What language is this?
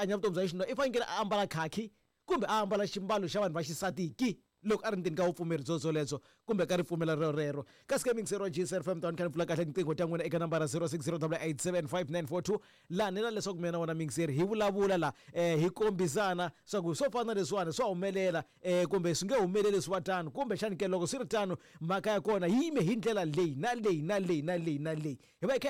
Tsonga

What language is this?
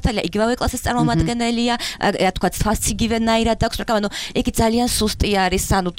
Georgian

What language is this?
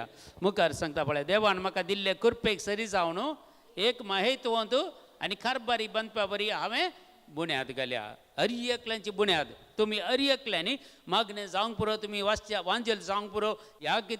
Konkani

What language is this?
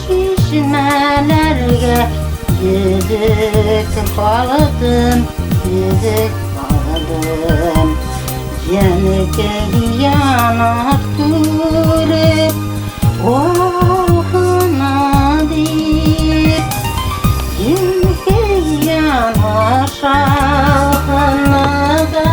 Bashkir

